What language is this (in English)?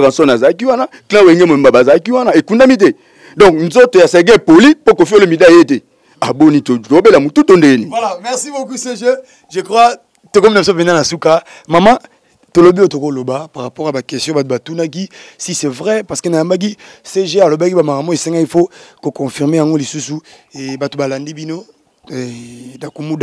Lingala